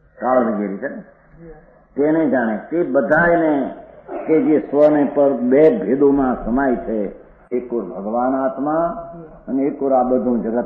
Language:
Gujarati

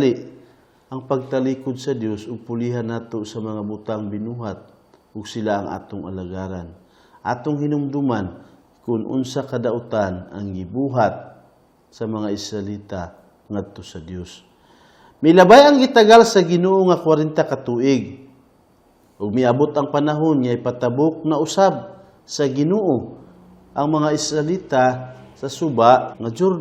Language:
Cebuano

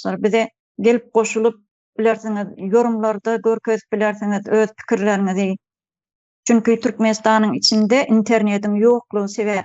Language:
Turkmen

